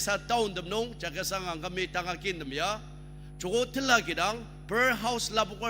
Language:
Ao Naga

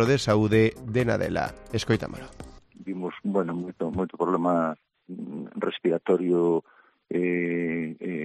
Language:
Galician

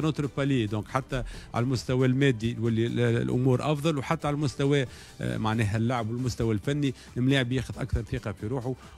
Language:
Tunisian Arabic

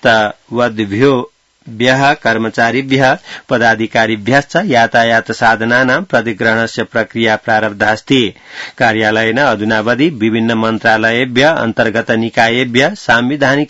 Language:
Sanskrit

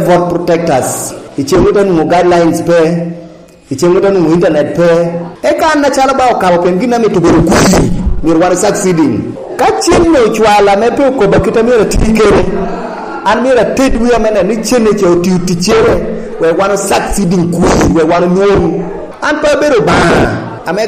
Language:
Lango (Uganda)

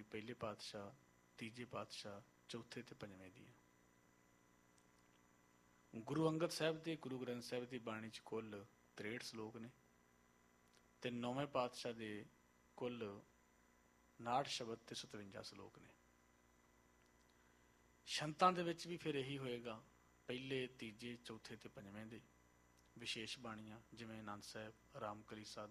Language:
Punjabi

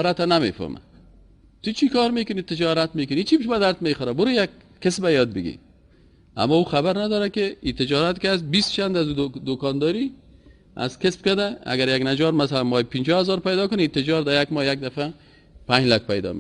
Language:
Persian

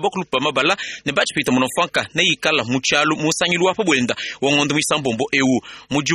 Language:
Luba-Lulua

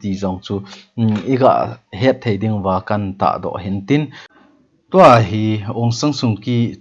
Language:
Thado Chin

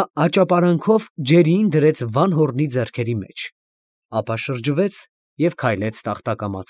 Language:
Armenian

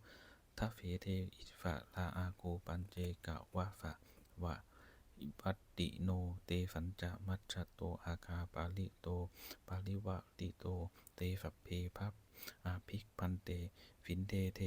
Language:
Pali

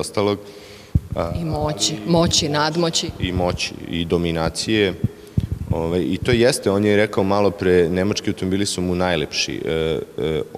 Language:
Serbian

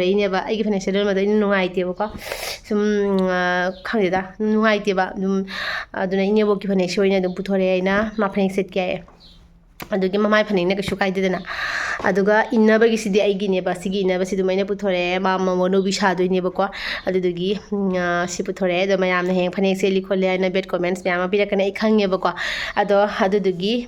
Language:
Manipuri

